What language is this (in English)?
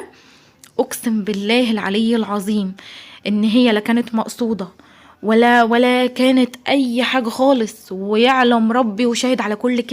Egyptian Arabic